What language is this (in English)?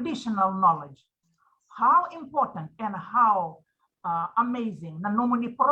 Fijian